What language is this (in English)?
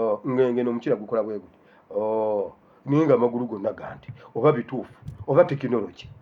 Ganda